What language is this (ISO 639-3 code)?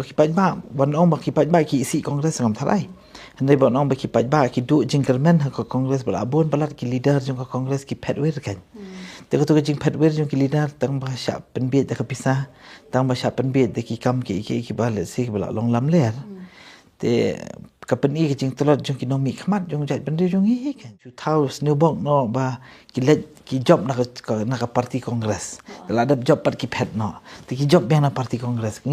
kha